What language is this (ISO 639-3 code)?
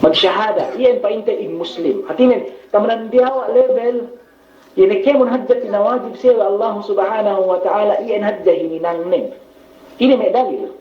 yka